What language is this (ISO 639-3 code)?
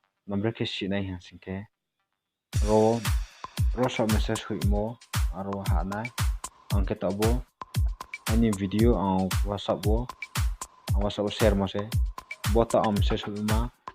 ria